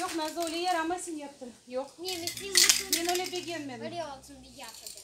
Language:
Crimean Tatar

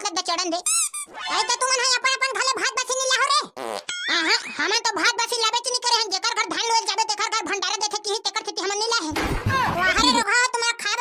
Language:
Chhattisgarhi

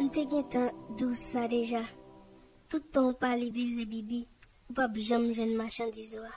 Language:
Haitian Creole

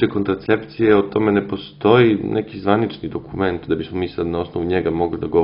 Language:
Serbian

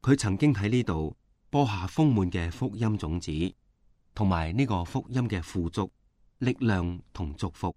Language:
Cantonese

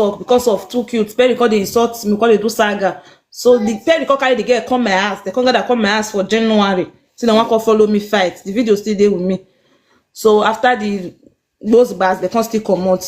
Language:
Nigerian Pidgin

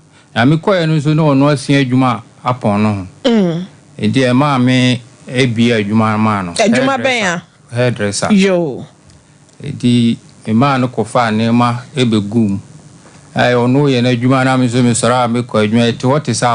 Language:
Akan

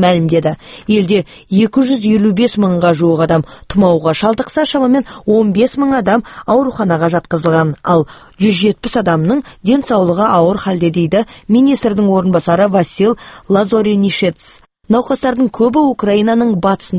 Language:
Kazakh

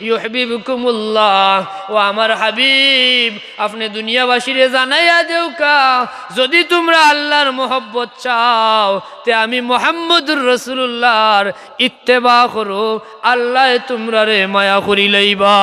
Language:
Sylheti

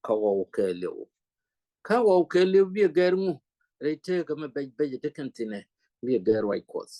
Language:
Nuer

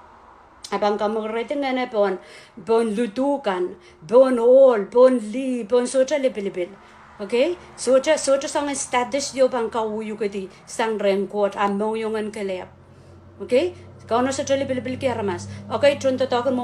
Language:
Pohnpeian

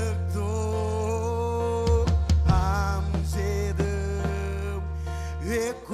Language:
Marshallese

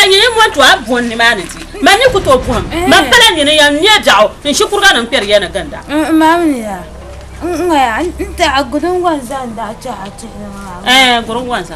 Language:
Dagbani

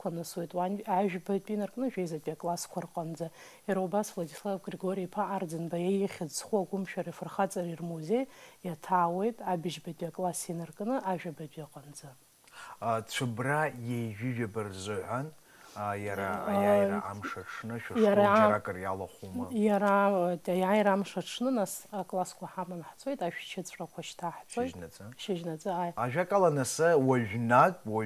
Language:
Abkhazian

